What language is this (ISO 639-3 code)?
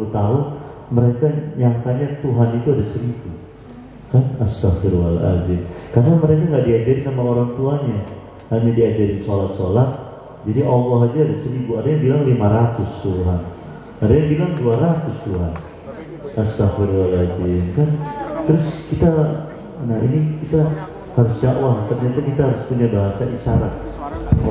ind